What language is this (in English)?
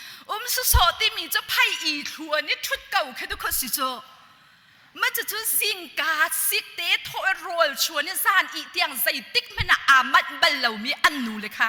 Hakha Chin